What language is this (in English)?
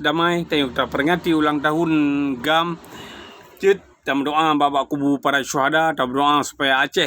Achinese